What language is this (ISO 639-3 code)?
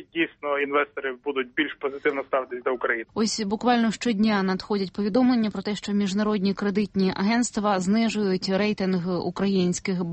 ukr